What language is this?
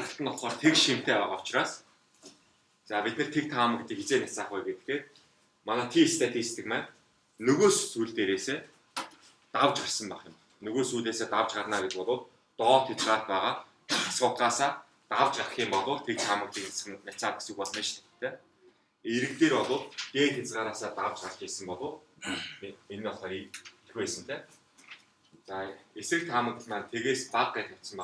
Mongolian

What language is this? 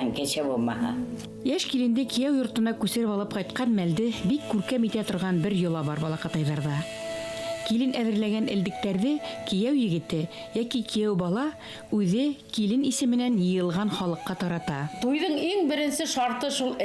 Bashkir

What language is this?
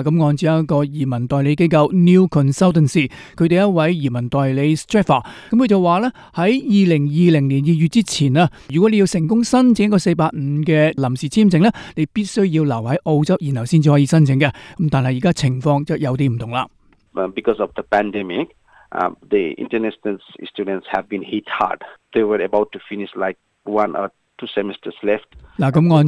Cantonese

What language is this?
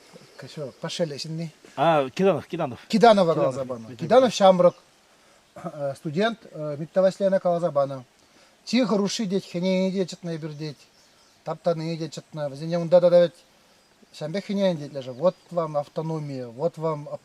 Chuvash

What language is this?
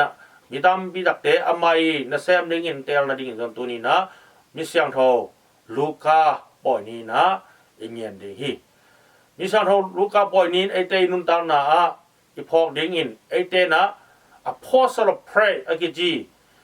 Tedim Chin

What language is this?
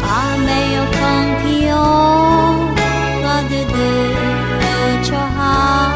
Akha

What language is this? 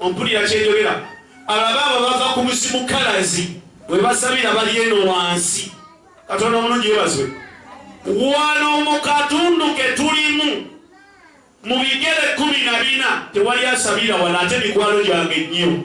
Ganda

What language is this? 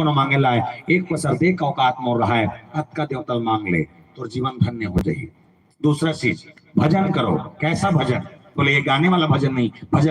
Chhattisgarhi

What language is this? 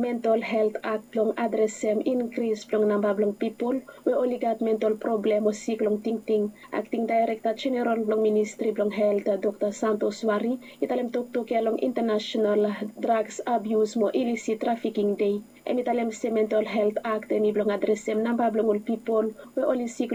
Bislama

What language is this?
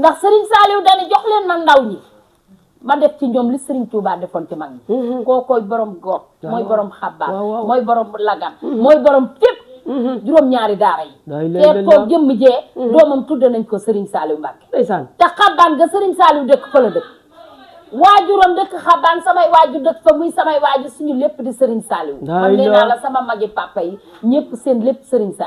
Wolof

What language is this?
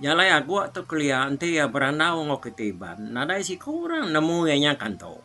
Iban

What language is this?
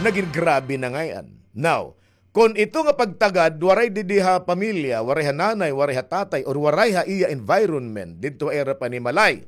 Waray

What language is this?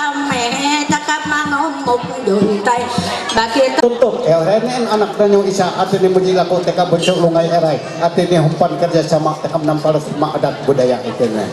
Ma'anyan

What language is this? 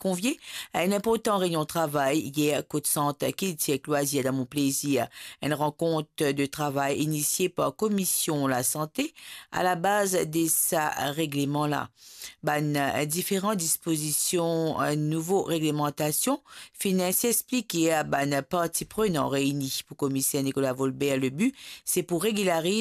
Morisyen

